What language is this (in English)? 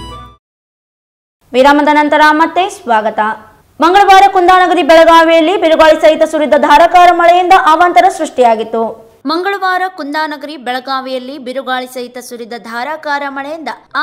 Kannada